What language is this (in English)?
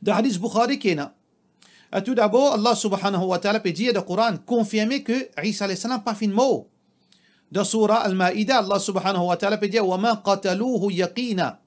Morisyen